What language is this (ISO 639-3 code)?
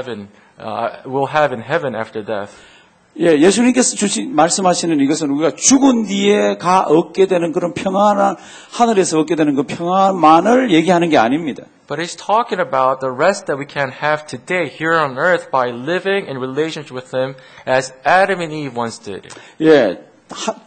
kor